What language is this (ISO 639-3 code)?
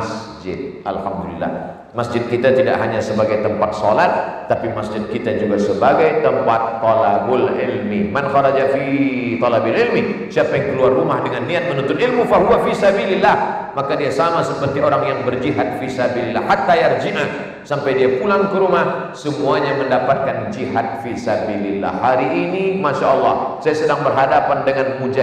msa